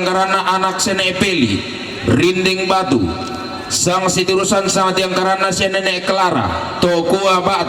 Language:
Toraja-Sa'dan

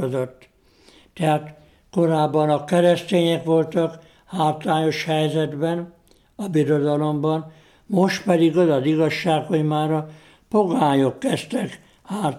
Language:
Hungarian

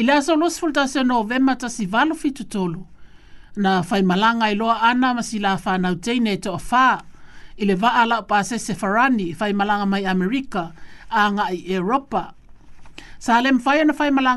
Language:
Samoan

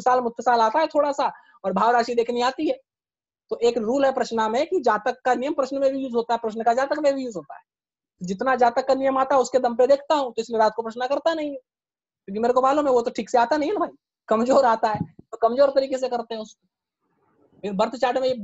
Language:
Hindi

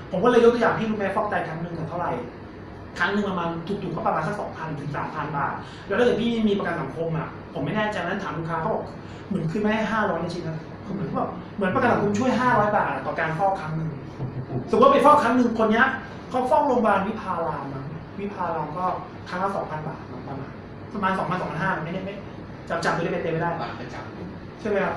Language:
Thai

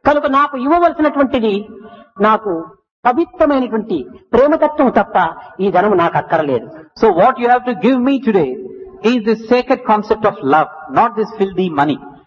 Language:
Telugu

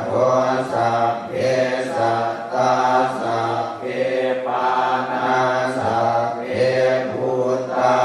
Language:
Pali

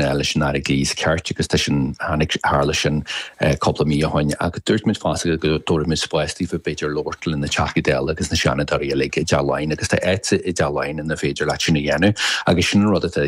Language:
Irish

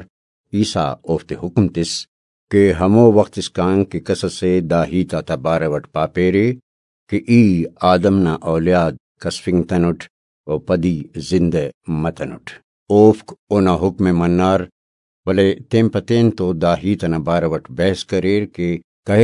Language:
Brahui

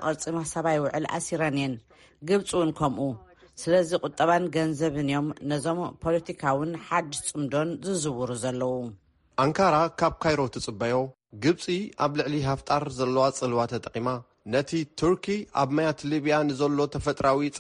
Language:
Tigrinya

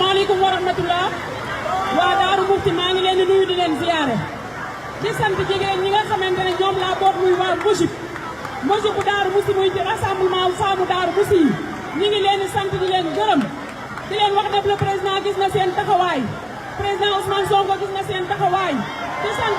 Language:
Wolof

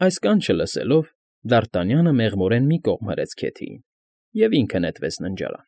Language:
Armenian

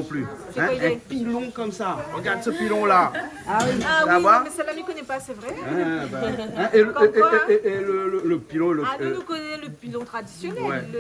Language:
Réunion Creole French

